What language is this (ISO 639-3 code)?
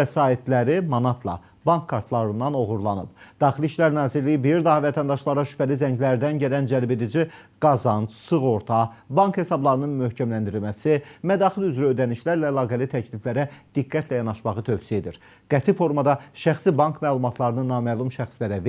aze